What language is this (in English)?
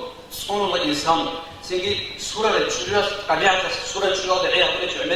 Avaric